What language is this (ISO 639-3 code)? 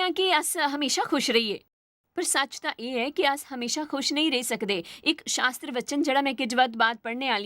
doi